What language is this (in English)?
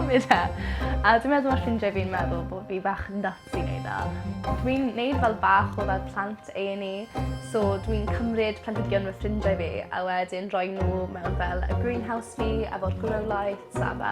Welsh